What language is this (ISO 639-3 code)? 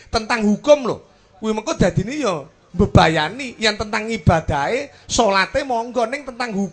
jav